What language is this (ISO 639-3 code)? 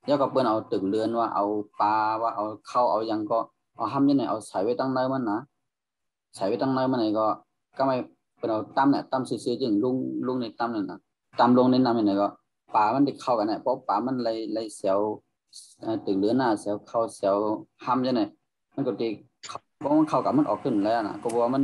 shn